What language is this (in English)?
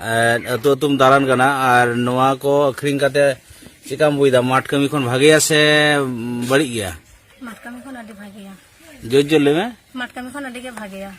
Santali